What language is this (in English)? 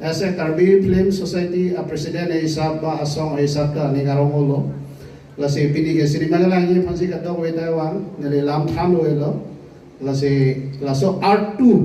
Karbi